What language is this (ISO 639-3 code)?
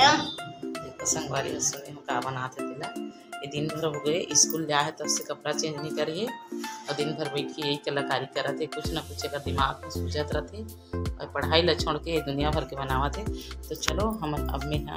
hne